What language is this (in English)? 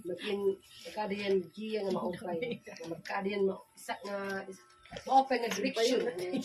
Waray